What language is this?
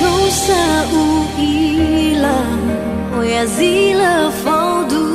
Nias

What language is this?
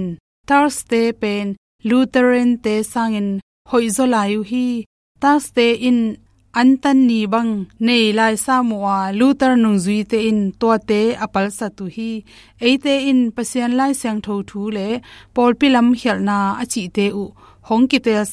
Tedim Chin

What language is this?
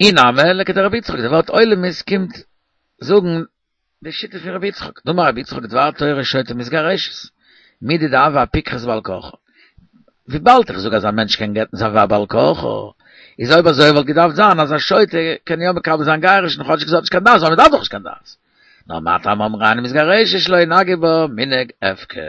Yiddish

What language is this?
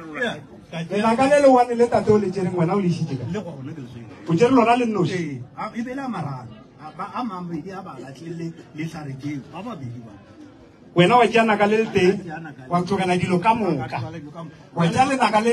Northern Sotho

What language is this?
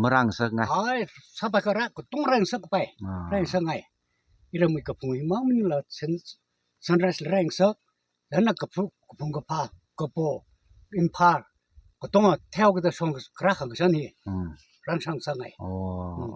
Tangkhul Naga (India)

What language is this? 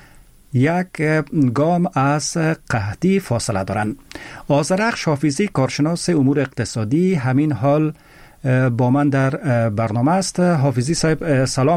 Persian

